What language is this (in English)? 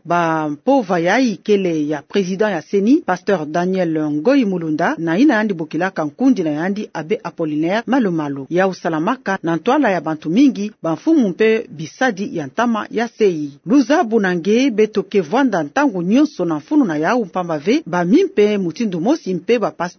Kituba (Democratic Republic of Congo)